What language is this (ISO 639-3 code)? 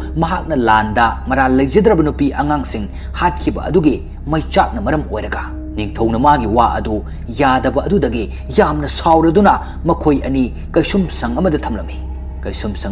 mni